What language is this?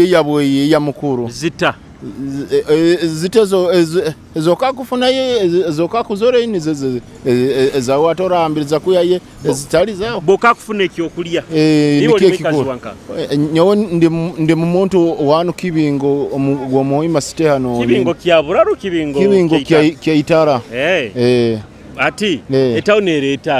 Nyoro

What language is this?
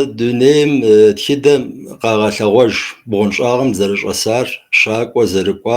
Kabardian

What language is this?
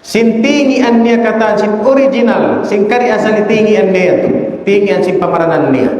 Tausug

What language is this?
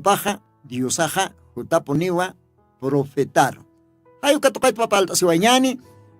Aymara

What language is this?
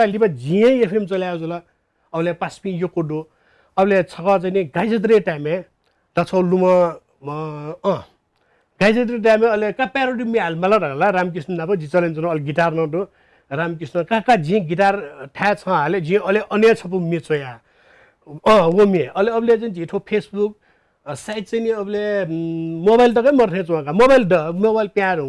Newari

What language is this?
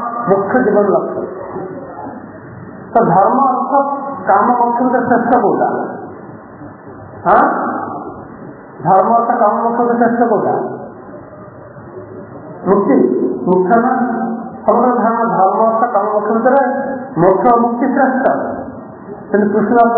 Odia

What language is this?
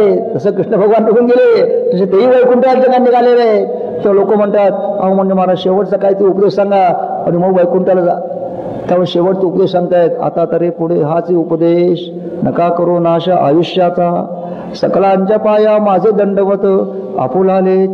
Marathi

